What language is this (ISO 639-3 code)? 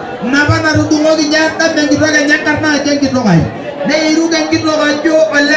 mas